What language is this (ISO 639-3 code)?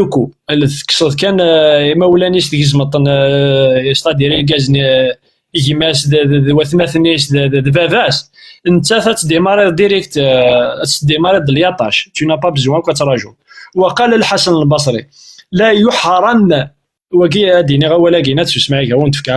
kab